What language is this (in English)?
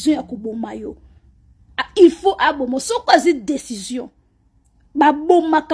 Lingala